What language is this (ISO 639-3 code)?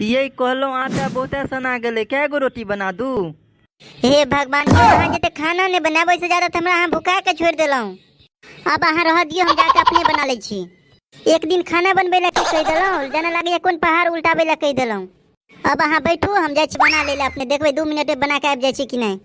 mai